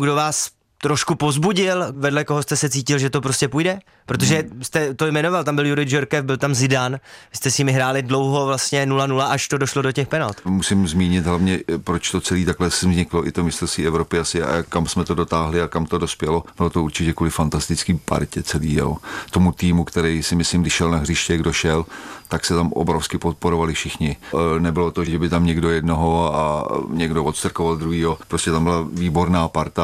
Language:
Czech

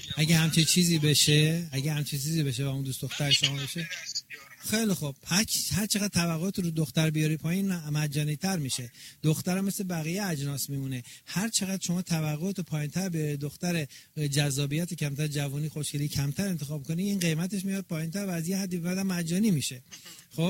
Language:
Persian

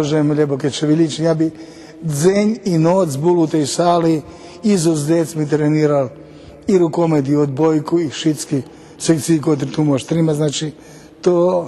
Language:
Rusyn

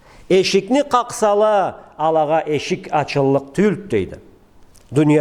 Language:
Karachay-Balkar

